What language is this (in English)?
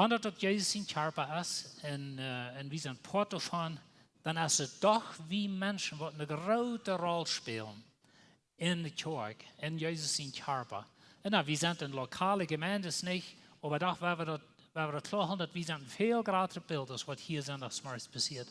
Plautdietsch